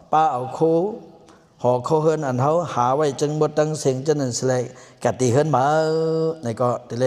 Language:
Shan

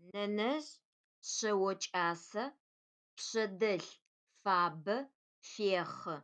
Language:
Adyghe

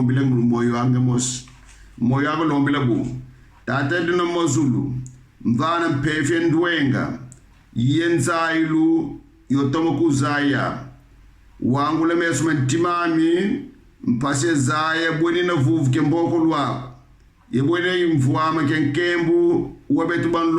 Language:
Kongo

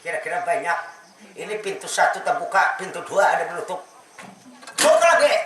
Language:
Banjar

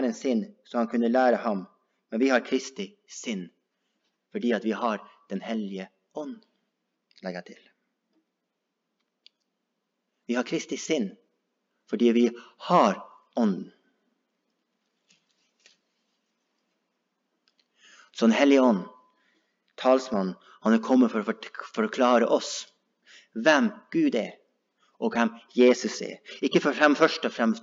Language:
Norwegian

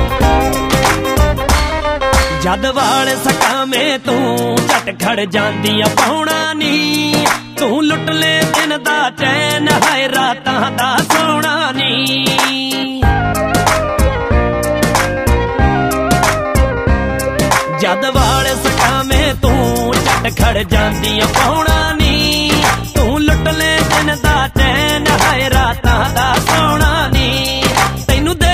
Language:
Punjabi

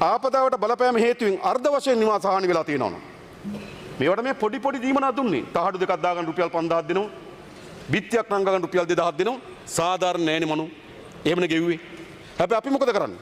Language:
Sinhala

